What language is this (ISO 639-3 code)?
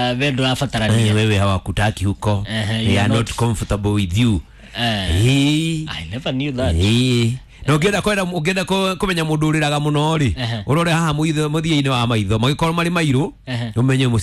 kik